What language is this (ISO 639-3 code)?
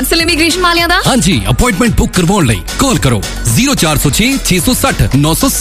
pan